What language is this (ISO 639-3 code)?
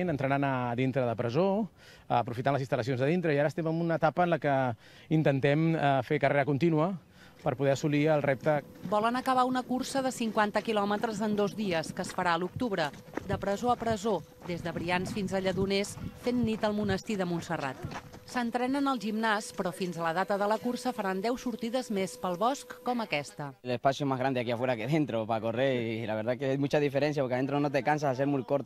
cat